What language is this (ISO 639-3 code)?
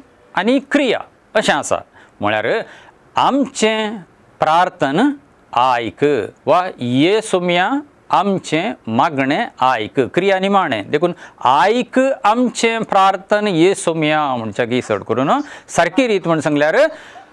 kok